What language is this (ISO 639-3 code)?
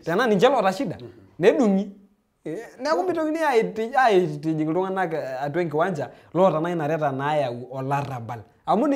mas